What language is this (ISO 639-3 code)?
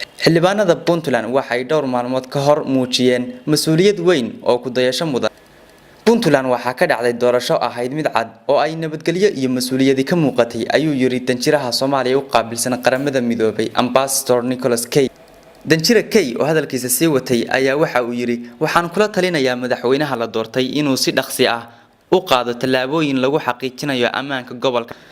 som